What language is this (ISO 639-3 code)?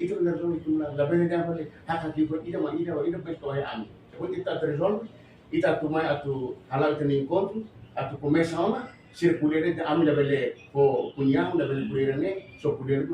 tet